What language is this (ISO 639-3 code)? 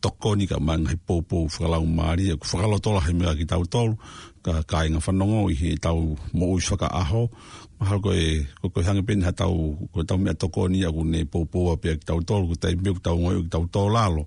ton